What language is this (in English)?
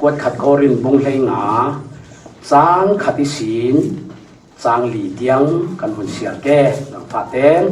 Falam Chin